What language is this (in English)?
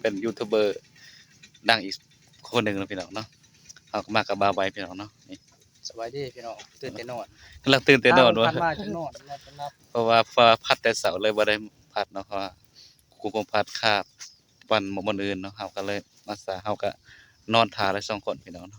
Northeastern Thai